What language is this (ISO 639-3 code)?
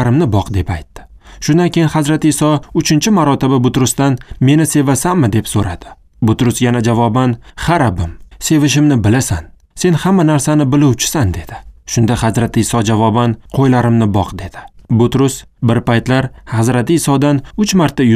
uzb